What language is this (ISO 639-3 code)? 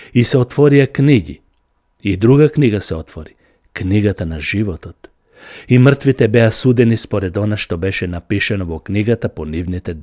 mkd